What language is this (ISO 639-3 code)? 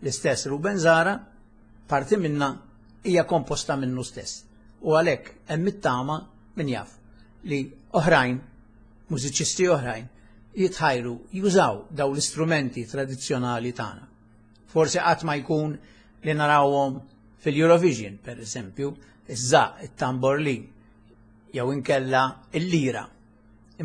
mlt